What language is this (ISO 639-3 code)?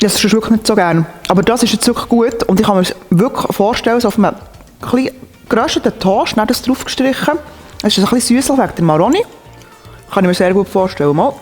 gsw